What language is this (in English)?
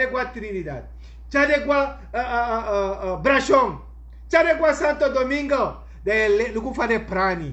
Sranan Tongo